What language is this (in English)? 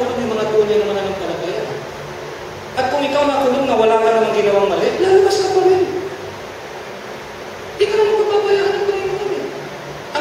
Filipino